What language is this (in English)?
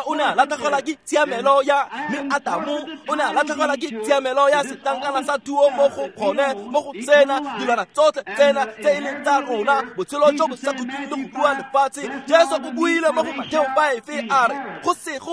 Tswana